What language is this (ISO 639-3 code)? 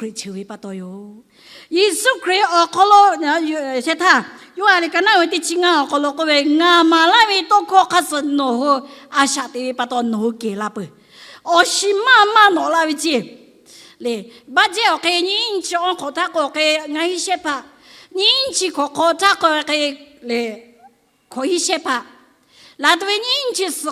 lhu